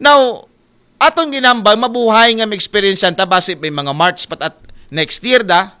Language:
Aklanon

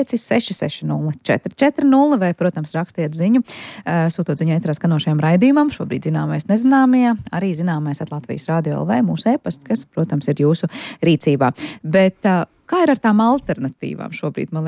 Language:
Latvian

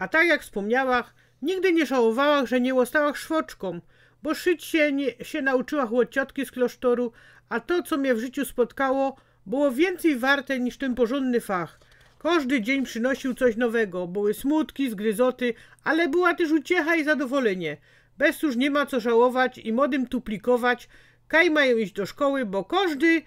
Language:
Silesian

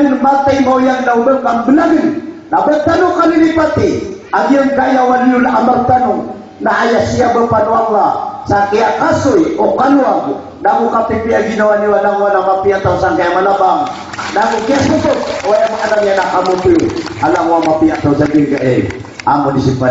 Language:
Maranao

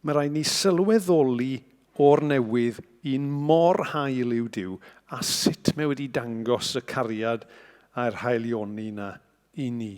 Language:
Welsh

